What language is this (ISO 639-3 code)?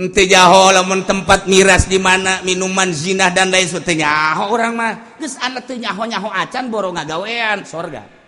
sun